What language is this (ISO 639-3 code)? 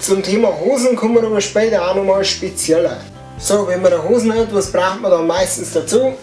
bar